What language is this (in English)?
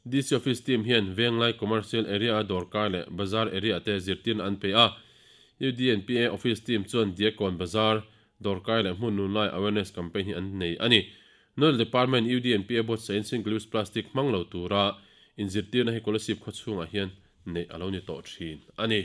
Mizo